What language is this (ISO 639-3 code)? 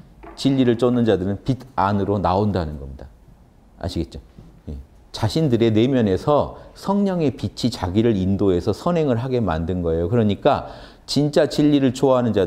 kor